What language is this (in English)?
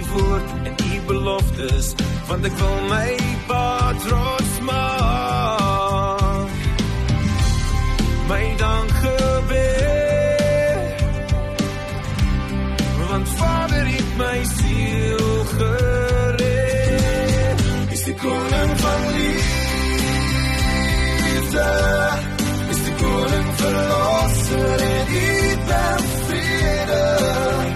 Afrikaans